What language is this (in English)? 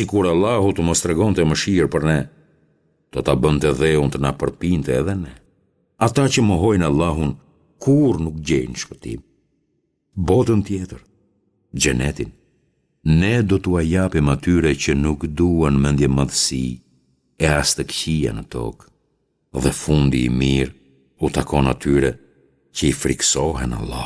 Albanian